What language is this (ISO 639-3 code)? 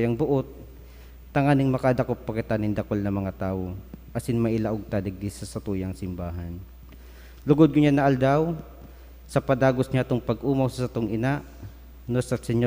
bik